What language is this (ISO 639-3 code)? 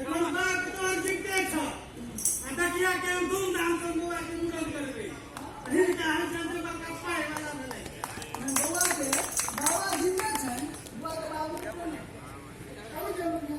mai